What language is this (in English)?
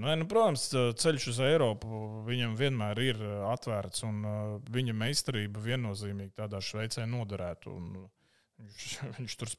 Latvian